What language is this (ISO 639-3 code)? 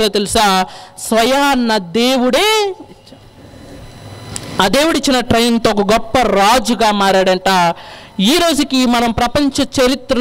tel